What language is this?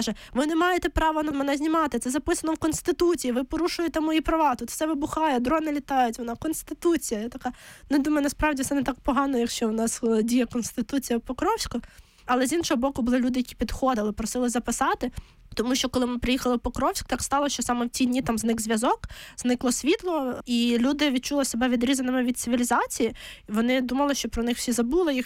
Ukrainian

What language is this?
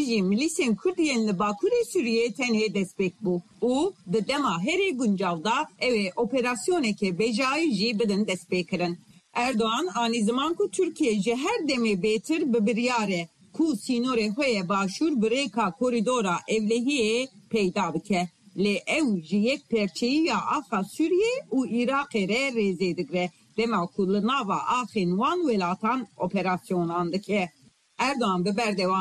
Kurdish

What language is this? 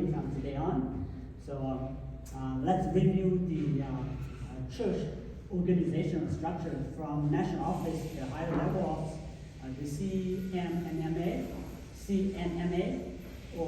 Hmong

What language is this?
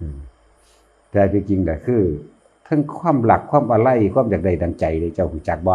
Northeastern Thai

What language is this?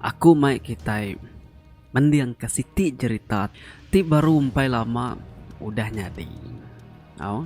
Iban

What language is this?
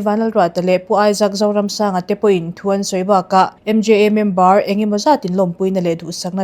Mizo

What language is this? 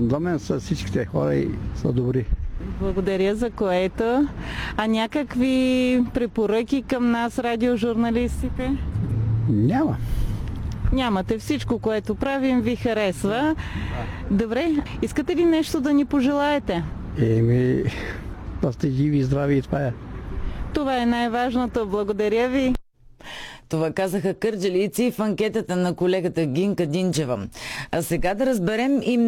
Bulgarian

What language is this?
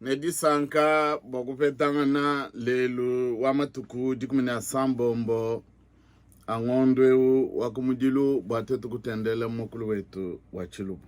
Luba-Lulua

